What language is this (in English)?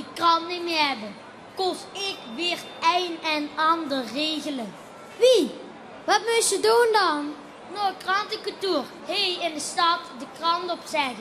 Limburgish